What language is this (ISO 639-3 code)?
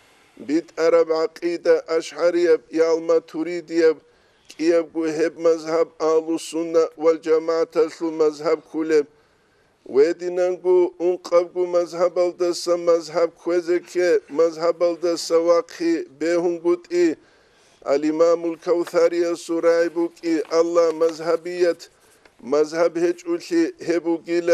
ava